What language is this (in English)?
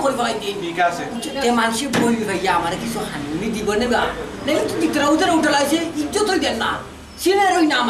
Sylheti